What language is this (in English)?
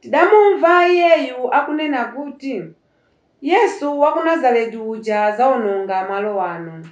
Nyanja